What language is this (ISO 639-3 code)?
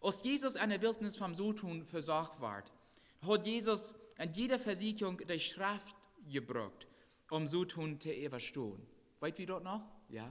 pdt